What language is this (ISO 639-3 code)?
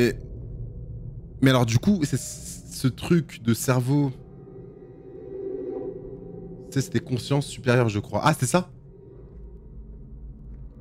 fra